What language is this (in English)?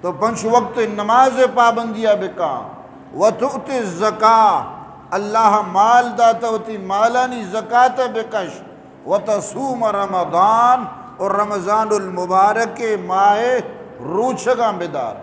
Eastern Balochi